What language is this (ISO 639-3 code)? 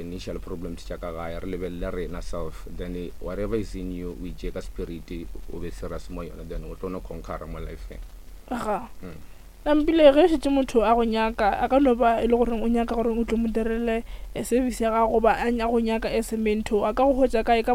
nso